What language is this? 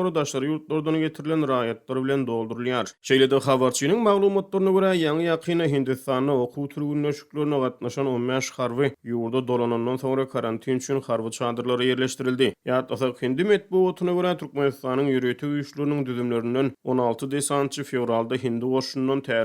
Turkmen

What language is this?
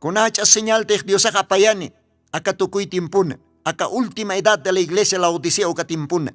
Aymara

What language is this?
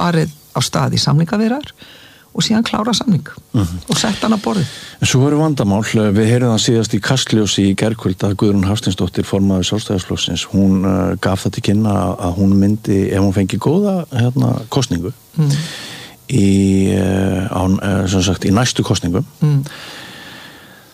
Icelandic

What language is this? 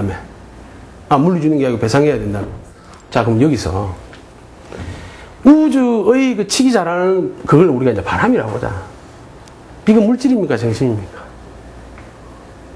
Korean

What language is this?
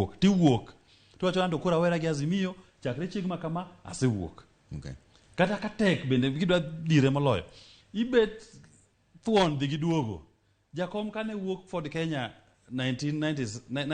Luo (Kenya and Tanzania)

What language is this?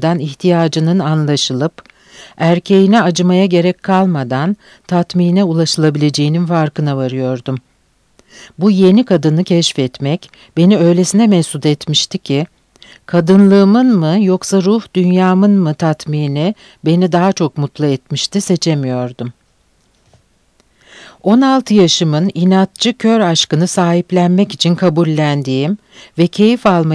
Turkish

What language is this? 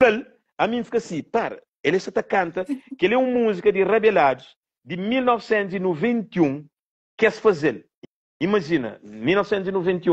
Kabuverdianu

